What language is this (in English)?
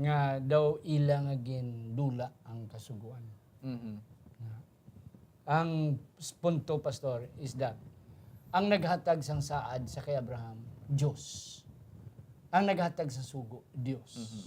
Hiligaynon